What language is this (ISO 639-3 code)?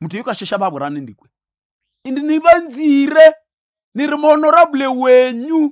nnb